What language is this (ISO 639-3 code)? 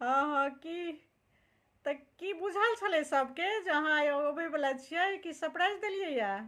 mai